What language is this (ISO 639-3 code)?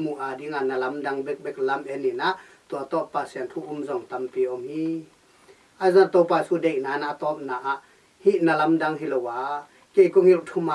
ctd